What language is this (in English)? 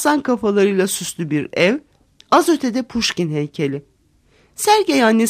Turkish